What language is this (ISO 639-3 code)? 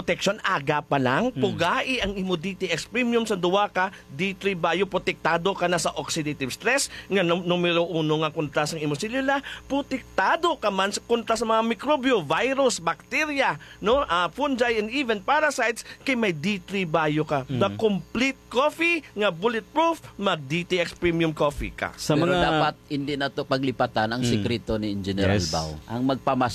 hil